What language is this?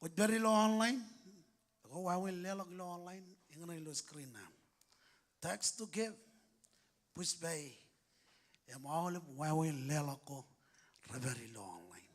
Marshallese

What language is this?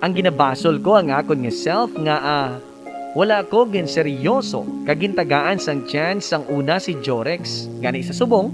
Hiligaynon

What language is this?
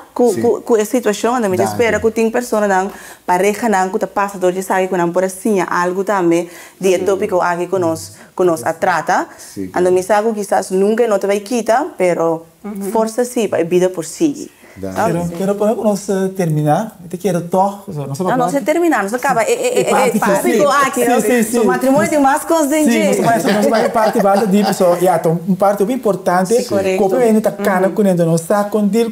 Papiamento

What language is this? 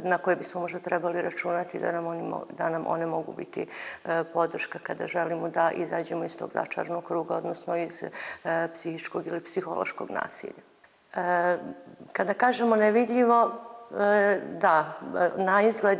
Serbian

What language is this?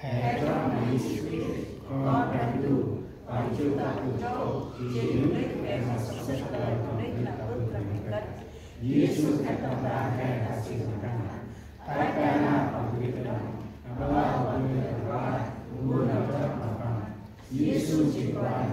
Central Mnong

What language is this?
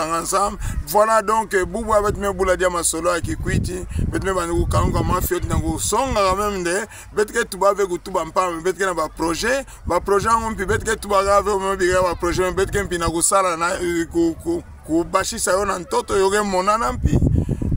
Kituba (Democratic Republic of Congo)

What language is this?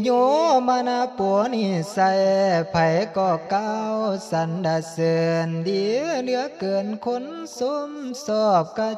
Northeastern Thai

